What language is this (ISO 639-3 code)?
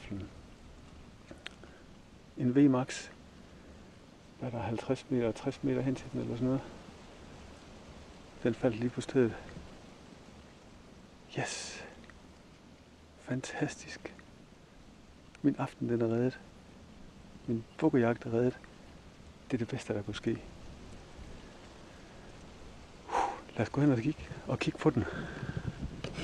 dan